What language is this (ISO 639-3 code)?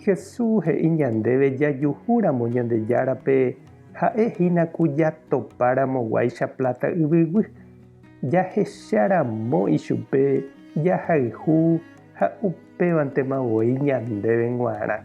grn